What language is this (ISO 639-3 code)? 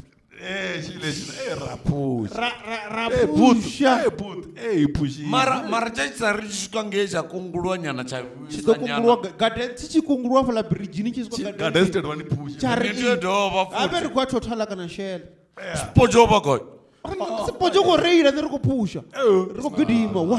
ven